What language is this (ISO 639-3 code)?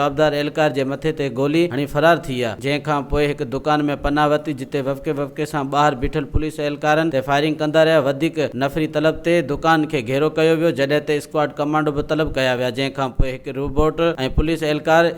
snd